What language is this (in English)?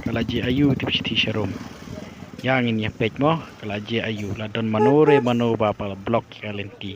Khasi